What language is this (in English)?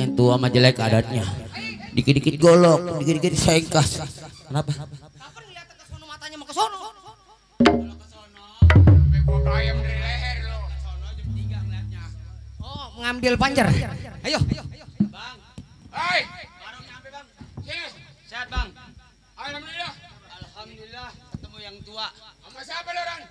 Betawi